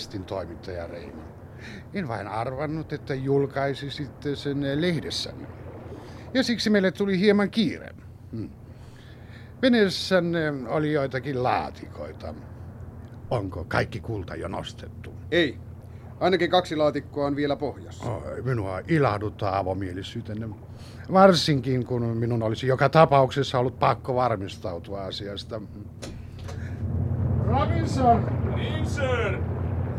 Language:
Finnish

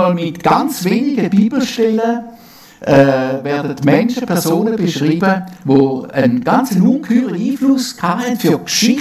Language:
Swiss German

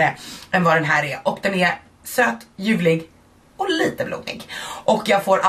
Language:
Swedish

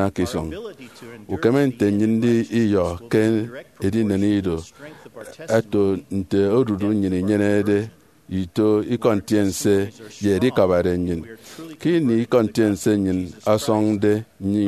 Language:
Efik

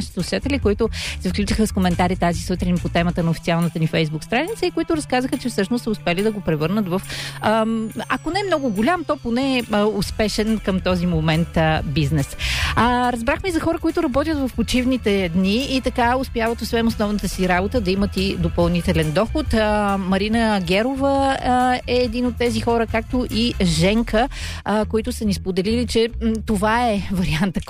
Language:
Bulgarian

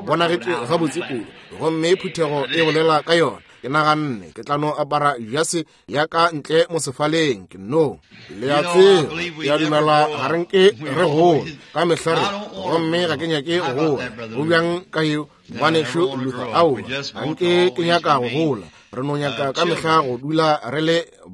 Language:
Northern Sotho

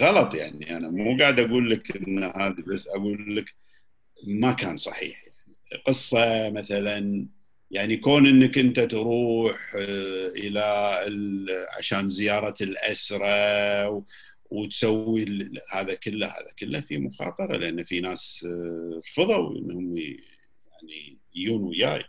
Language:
Gulf Arabic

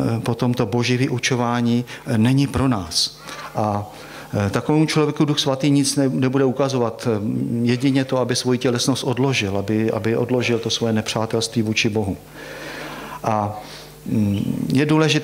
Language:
Czech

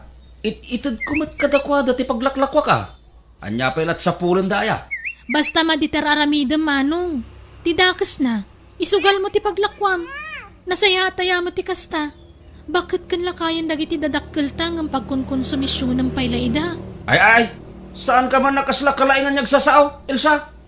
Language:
Iloko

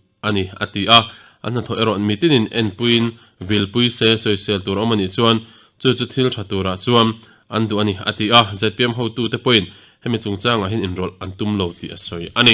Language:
Mizo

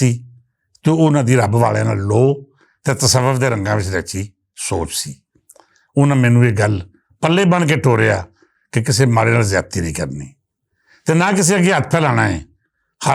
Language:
Western Panjabi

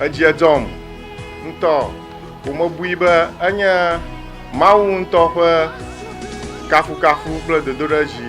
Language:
Ewe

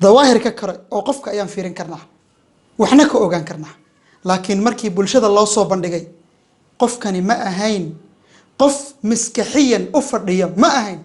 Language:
Somali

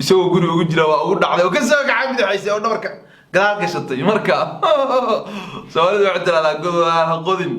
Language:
Somali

